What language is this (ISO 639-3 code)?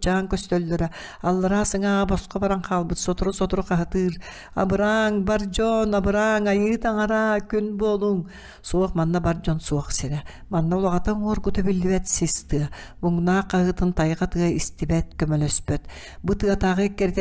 sah